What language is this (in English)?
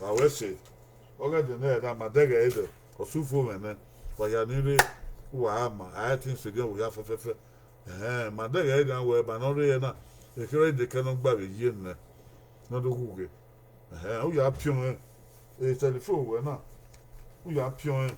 Bini